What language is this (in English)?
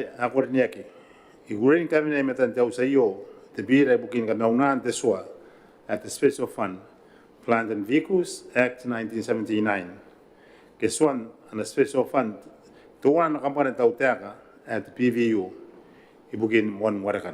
Gilbertese